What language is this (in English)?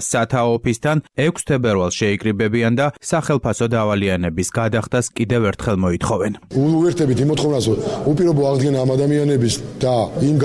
Georgian